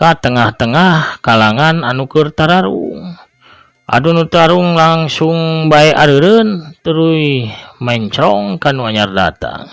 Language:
Sundanese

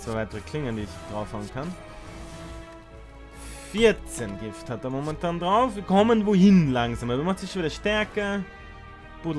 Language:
German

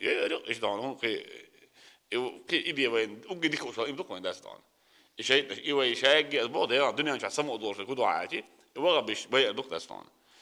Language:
Chechen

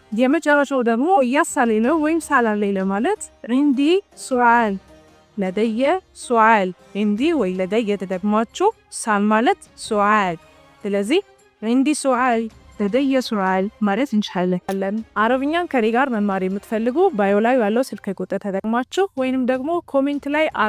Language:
Amharic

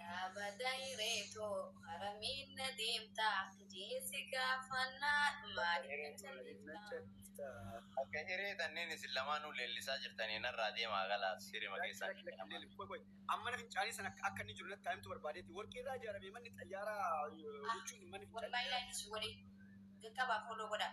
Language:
Oromo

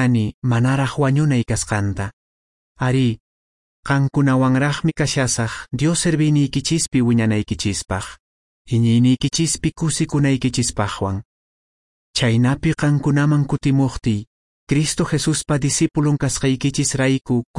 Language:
Quechua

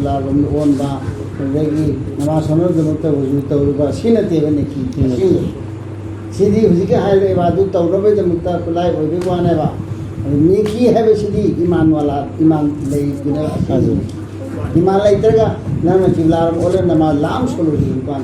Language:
Manipuri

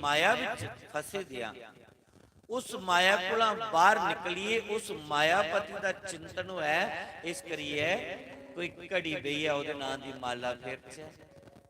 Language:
Dogri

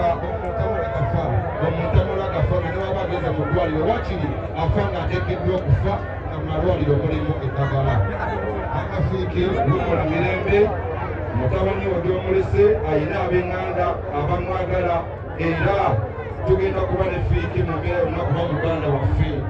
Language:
Ganda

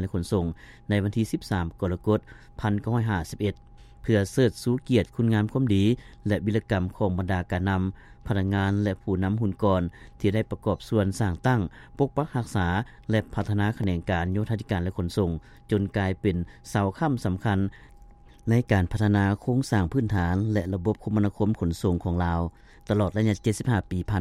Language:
Lao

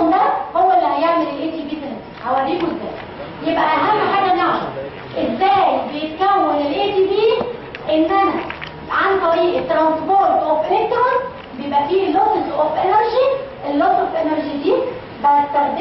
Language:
Egyptian Arabic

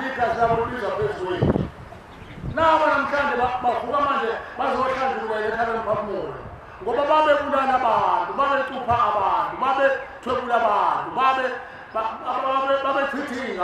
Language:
Zulu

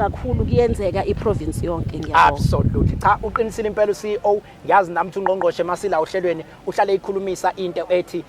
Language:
Zulu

